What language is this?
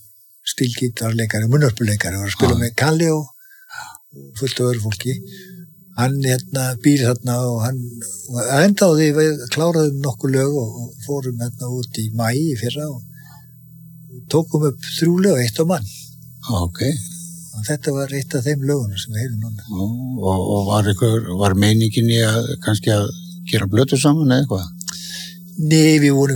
Icelandic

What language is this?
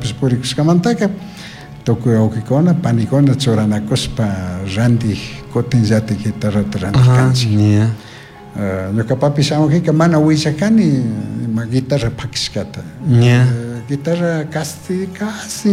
Chimborazo Highland Quichua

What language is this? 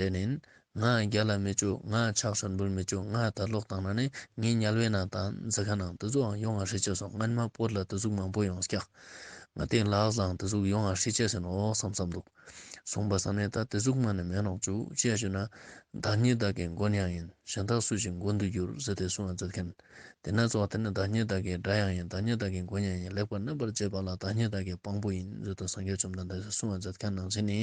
Ladakhi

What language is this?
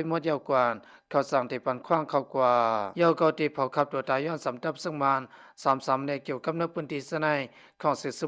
Shan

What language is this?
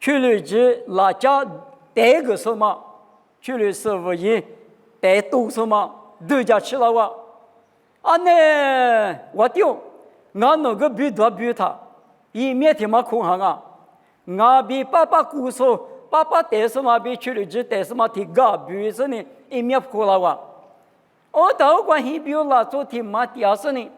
Lisu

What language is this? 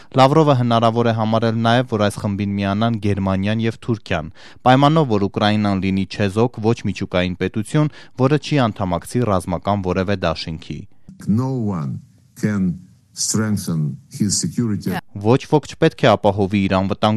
Armenian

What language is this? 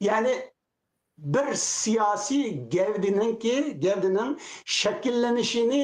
Uyghur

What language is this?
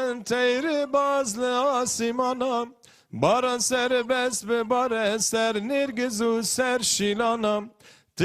Kurdish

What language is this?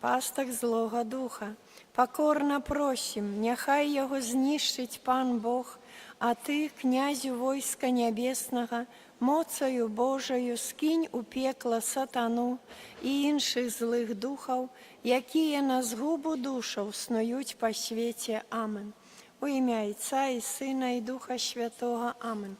Belarusian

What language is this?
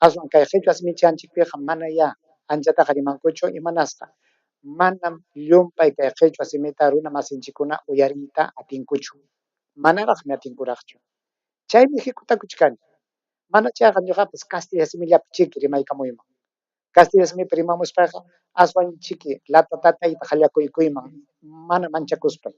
Ayacucho Quechua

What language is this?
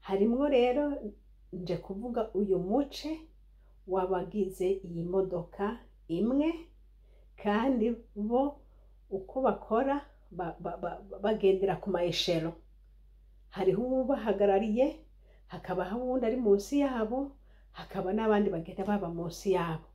Rundi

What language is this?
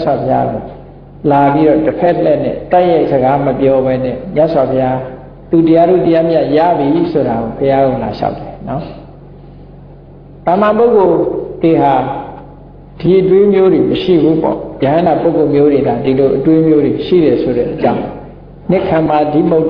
Burmese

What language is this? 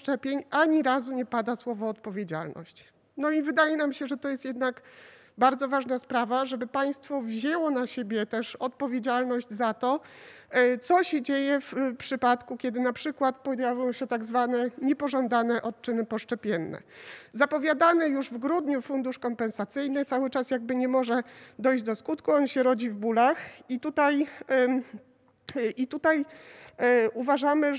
Polish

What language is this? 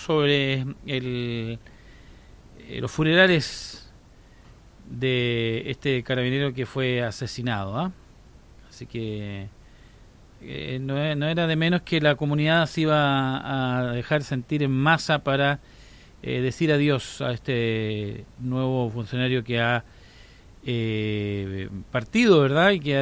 Spanish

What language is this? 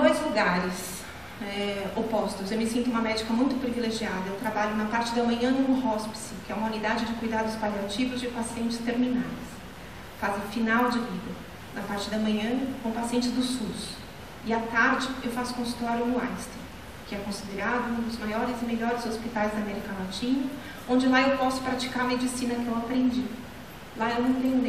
Portuguese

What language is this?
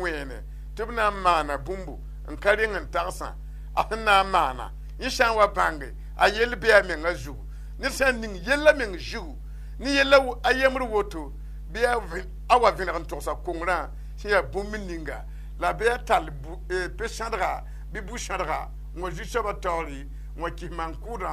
Mossi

